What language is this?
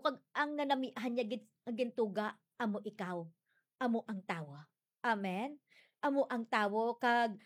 Hiligaynon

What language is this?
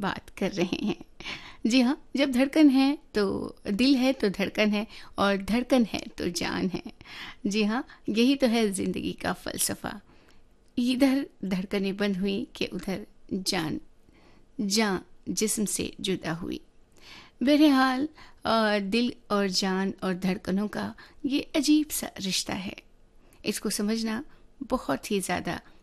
Hindi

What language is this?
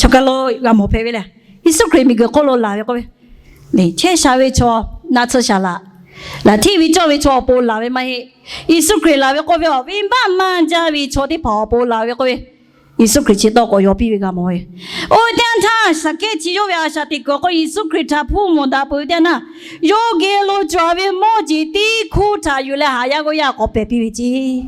Lahu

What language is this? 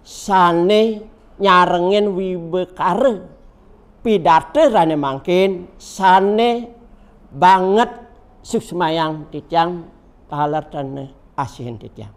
Balinese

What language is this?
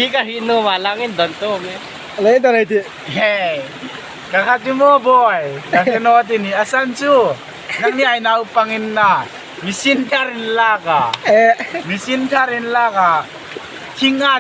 Hmar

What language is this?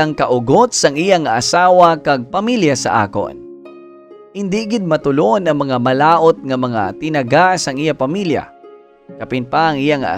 Hiligaynon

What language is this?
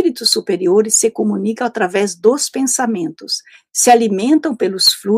Portuguese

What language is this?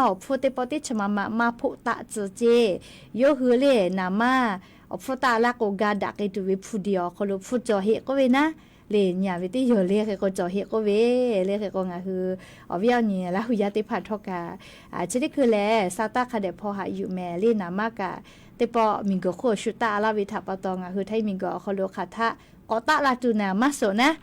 Lahu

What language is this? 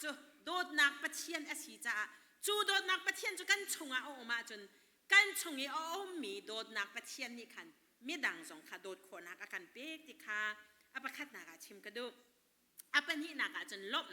Hakha Chin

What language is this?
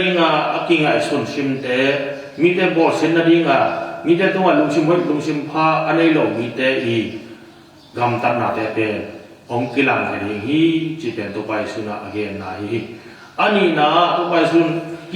Tedim Chin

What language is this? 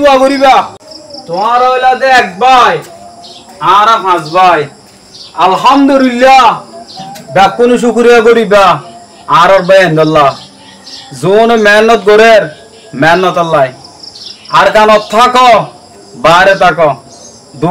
Rohingya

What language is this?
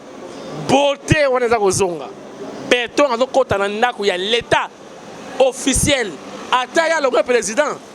Lingala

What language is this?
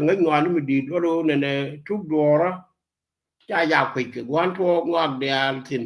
Nuer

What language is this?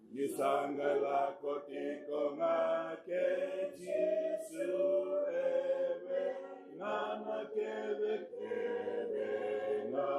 Fijian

